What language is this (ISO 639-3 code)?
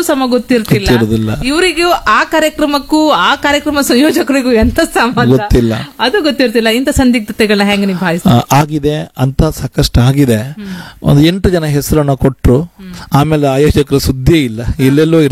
kan